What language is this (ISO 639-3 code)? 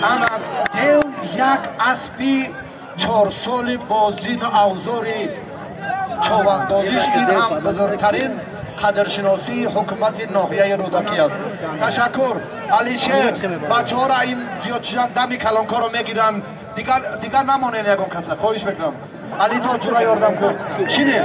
tgk